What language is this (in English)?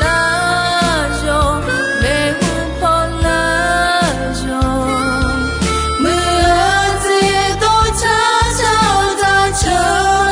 Akha